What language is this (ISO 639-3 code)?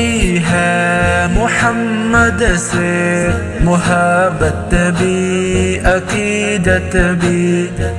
urd